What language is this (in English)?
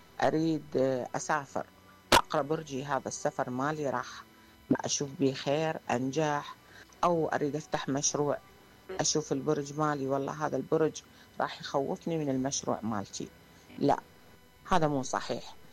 Mesopotamian Arabic